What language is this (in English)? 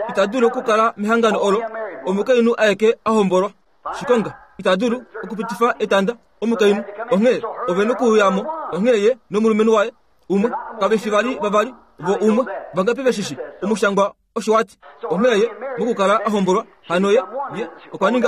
Kuanyama